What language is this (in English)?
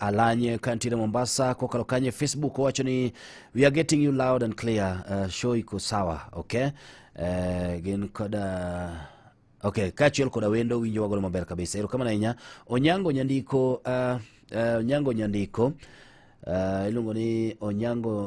Luo (Kenya and Tanzania)